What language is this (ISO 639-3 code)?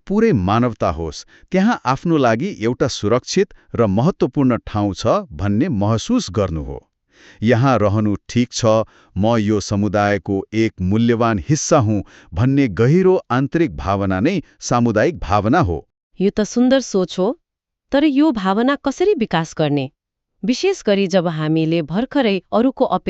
nep